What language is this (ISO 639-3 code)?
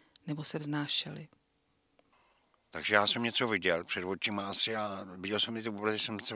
ces